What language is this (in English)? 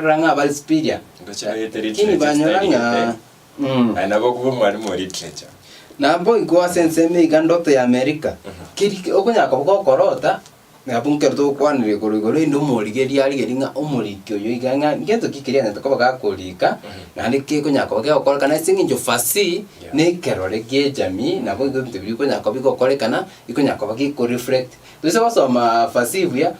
Gusii